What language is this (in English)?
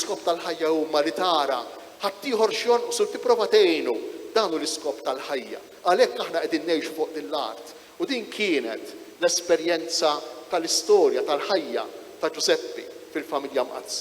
Maltese